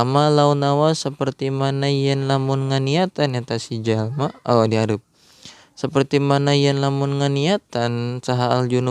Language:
Sundanese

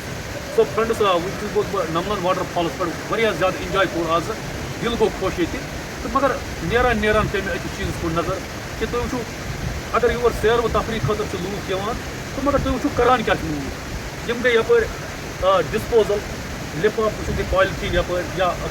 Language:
Kashmiri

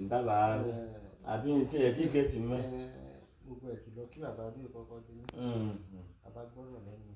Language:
Yoruba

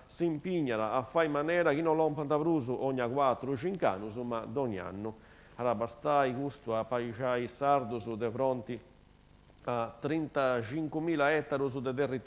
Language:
Sardinian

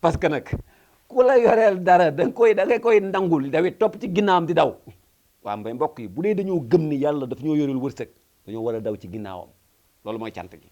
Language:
Wolof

